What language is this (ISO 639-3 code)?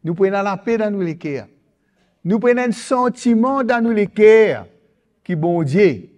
mfe